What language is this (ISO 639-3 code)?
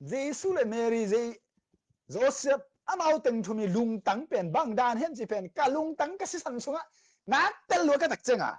ctd